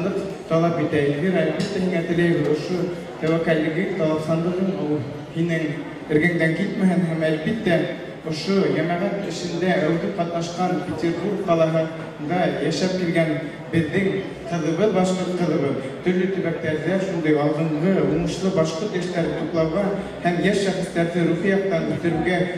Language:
Bashkir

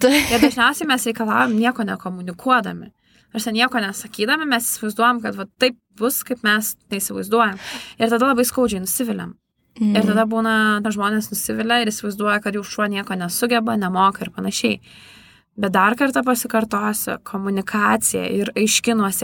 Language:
Lithuanian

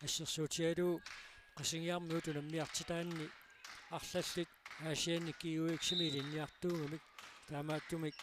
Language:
Kalaallisut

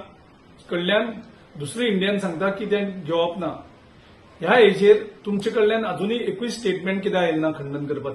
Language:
Konkani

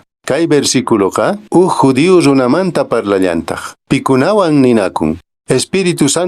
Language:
Quechua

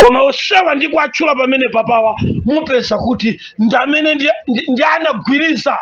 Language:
Nyanja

